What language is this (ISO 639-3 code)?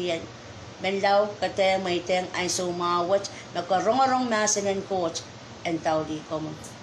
pon